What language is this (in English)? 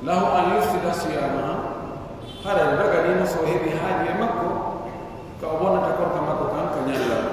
Pular